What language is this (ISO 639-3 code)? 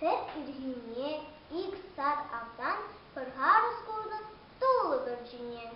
chv